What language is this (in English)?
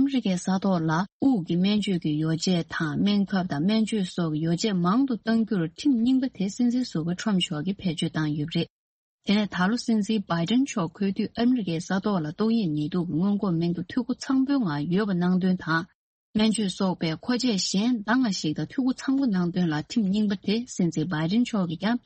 Tibetan